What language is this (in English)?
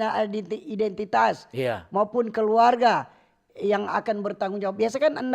Manado Malay